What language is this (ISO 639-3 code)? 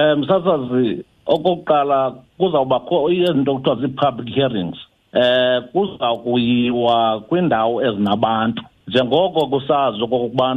xho